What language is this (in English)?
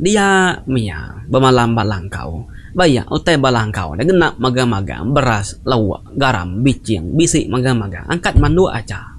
Iban